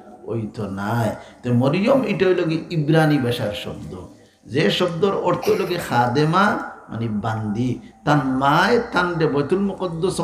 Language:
Sylheti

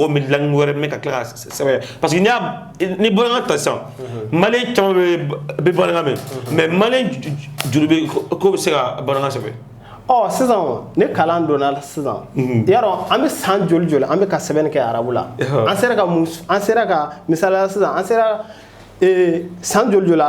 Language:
Bambara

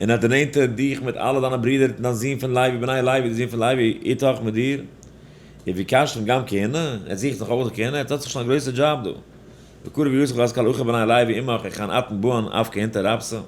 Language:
Yiddish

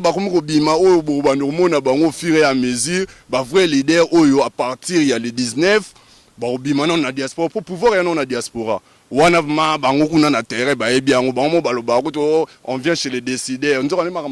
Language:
Lingala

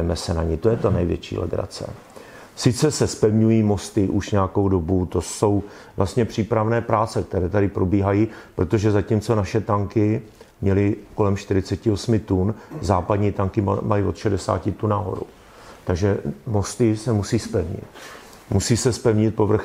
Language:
Czech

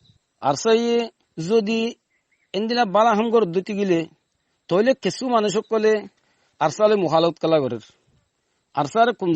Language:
Rohingya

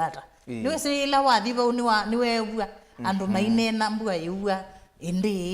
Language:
Kamba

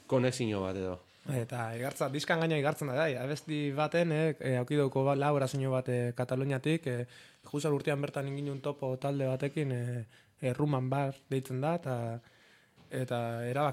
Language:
Basque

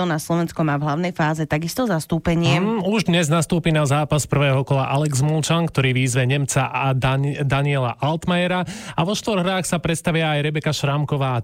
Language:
Slovak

